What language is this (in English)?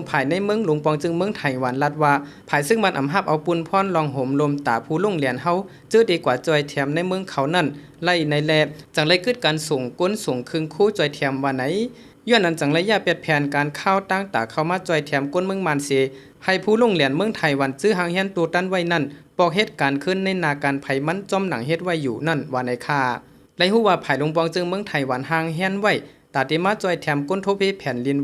Shan